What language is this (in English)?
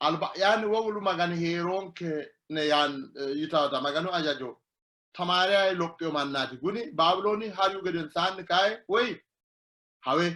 Sidamo